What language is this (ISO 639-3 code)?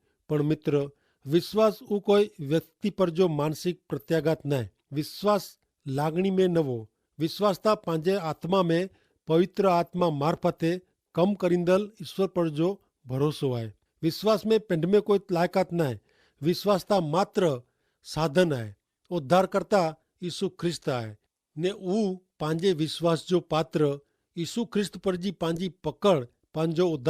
kfr